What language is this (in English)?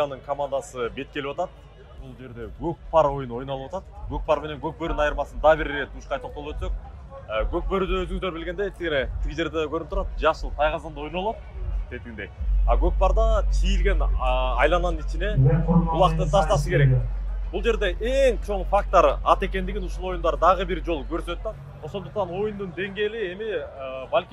Kyrgyz